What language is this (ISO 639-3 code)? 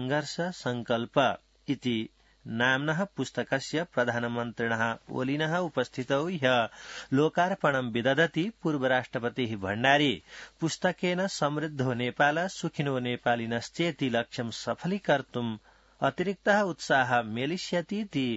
san